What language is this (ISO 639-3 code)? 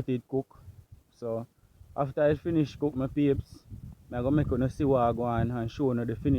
jam